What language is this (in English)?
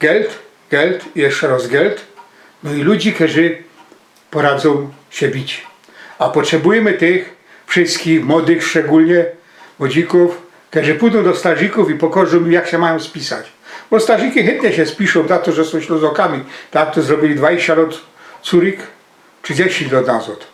Silesian